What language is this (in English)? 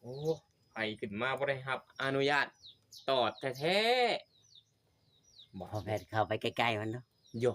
Northeastern Thai